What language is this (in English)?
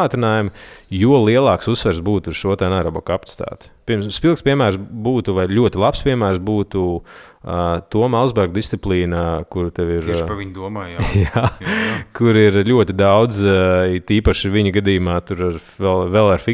Latvian